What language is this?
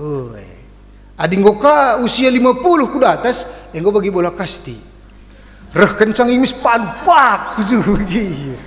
Batak Karo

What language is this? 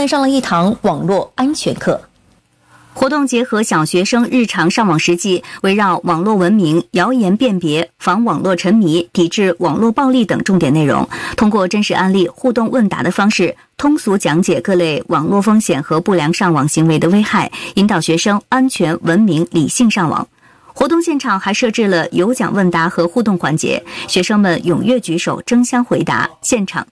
Chinese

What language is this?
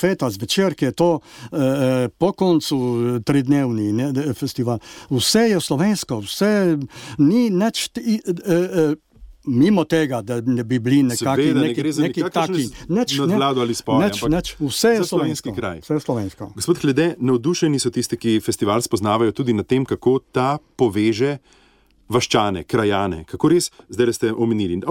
Slovenian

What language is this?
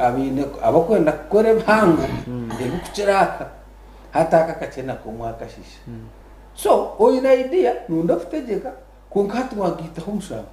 Nyankole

